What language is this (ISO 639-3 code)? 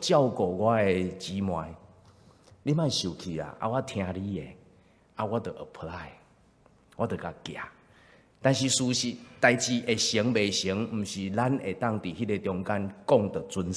nan